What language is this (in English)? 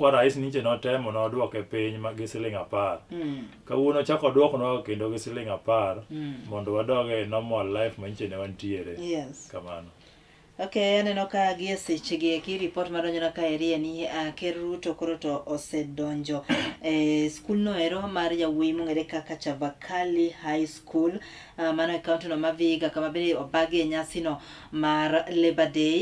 Luo (Kenya and Tanzania)